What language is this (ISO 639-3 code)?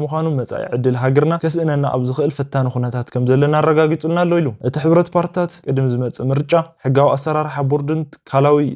tir